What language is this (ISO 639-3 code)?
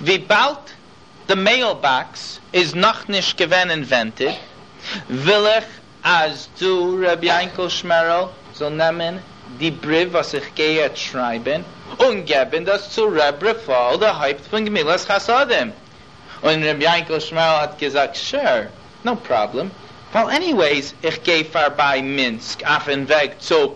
yid